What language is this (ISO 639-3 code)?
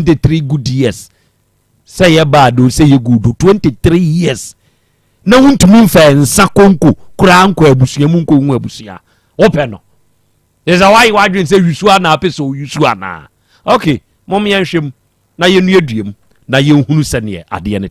aka